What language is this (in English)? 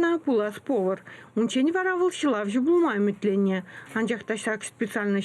Chuvash